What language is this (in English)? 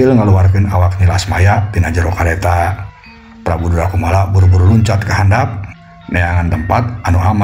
Sundanese